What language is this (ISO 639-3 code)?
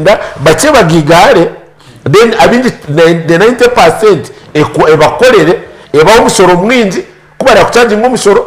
nyn